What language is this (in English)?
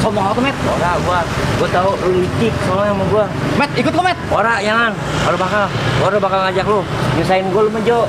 Betawi